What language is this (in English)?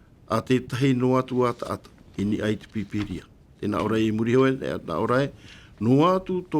Tahitian